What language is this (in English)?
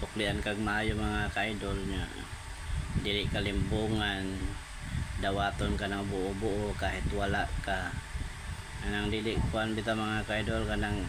Cebuano